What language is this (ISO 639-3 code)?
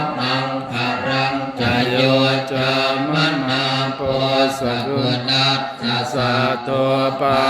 pli